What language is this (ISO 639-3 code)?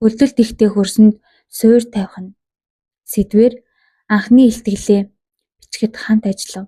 mon